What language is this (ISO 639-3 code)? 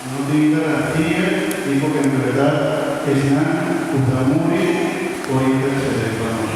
pap